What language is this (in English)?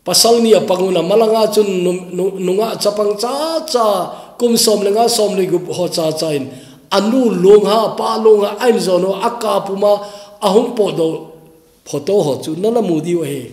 Thado Chin